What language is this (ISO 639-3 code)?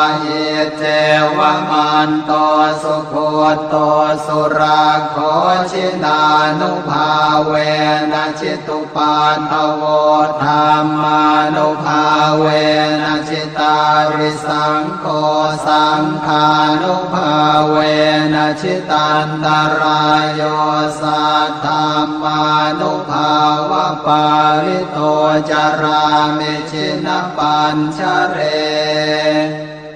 pli